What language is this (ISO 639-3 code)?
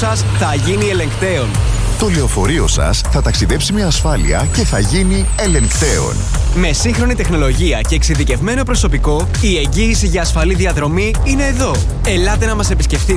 ell